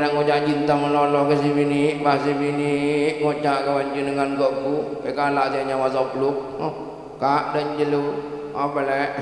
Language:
Madurese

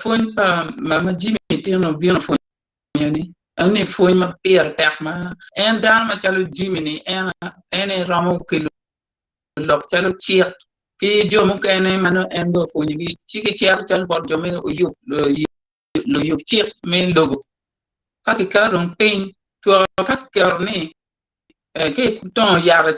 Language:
Acoli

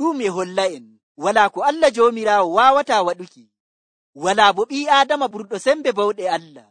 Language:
Nigerian Fulfulde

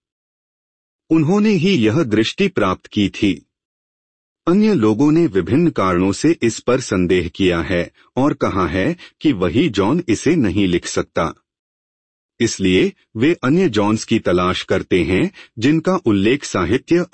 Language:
Hindi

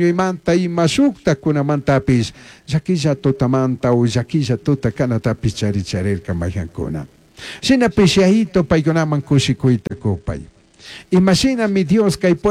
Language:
Chimborazo Highland Quichua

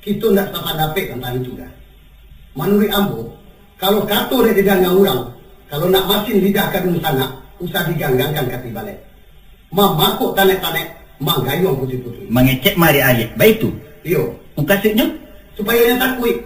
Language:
Minangkabau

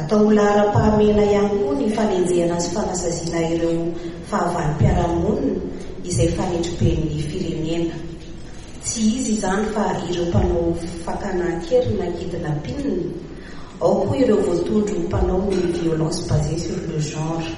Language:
Malagasy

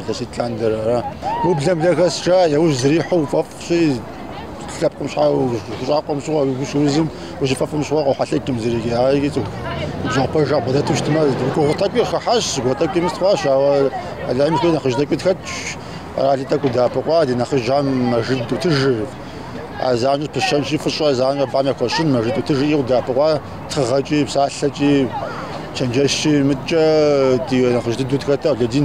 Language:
Kabardian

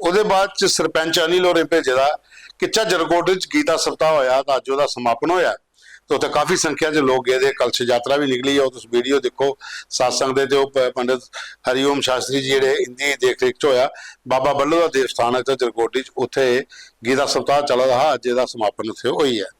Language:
Dogri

